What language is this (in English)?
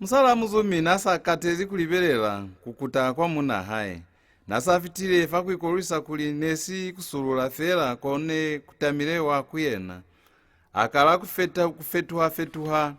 Lozi